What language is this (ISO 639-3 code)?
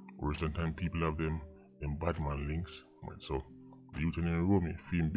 jam